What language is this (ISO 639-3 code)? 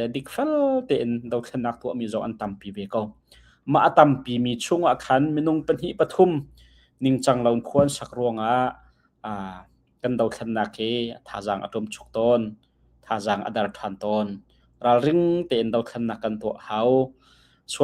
cnh